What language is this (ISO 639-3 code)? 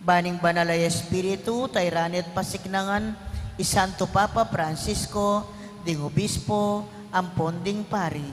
pam